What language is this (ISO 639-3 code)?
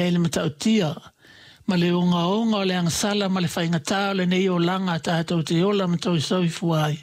smo